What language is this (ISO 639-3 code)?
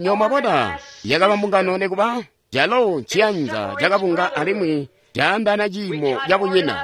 toi